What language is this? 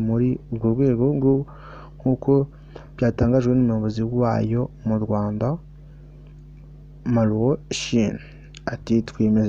Kinyarwanda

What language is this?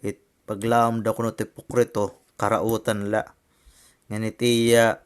Waray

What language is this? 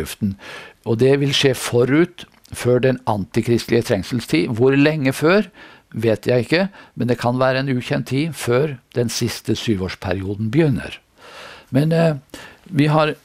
Norwegian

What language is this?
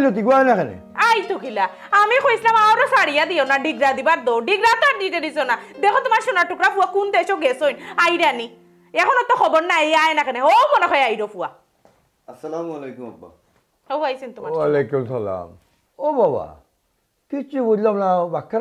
Sylheti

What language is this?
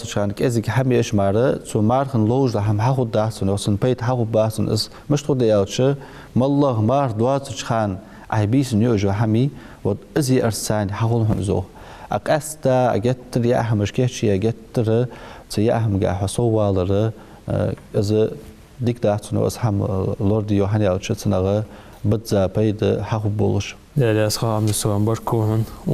Ingush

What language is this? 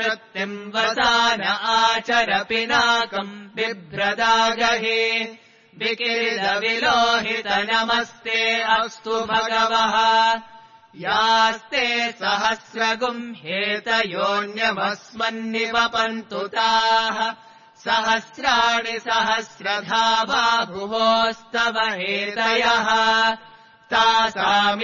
Sanskrit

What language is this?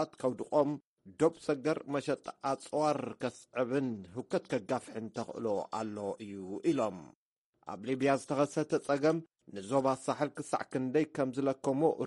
Tigrinya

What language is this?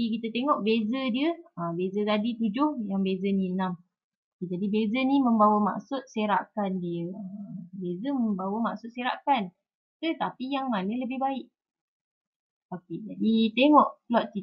Malay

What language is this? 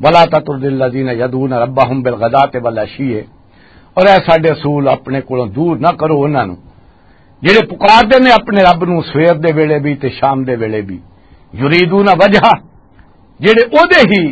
Western Panjabi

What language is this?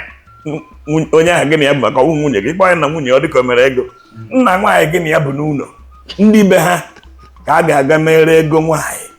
Igbo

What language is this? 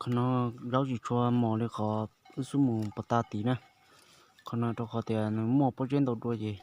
Hmong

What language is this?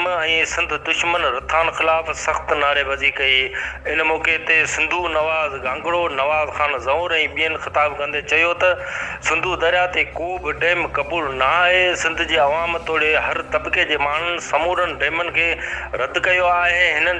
Sindhi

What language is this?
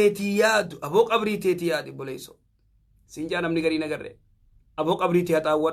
Oromo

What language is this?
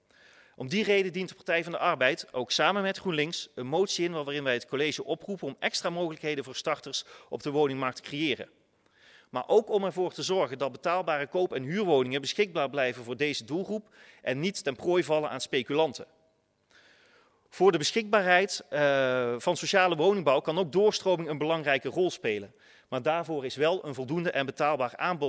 Dutch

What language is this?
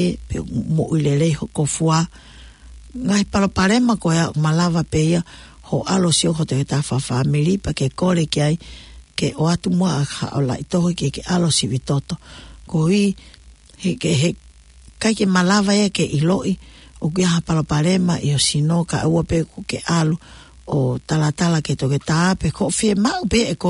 Tongan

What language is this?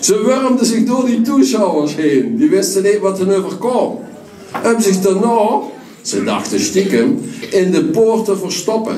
Limburgish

